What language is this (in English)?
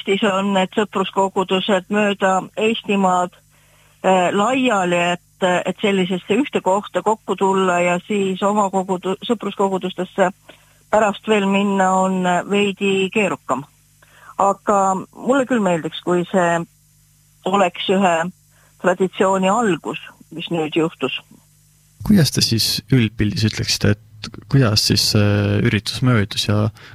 Estonian